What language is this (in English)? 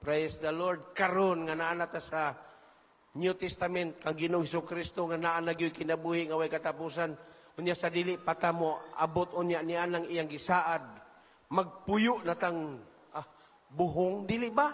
Cebuano